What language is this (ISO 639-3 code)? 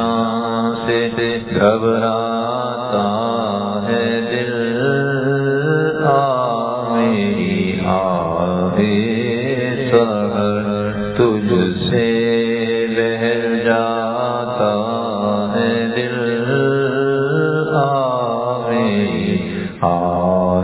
urd